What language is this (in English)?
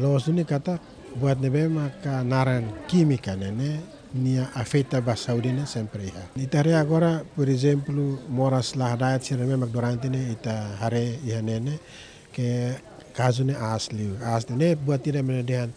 Tetum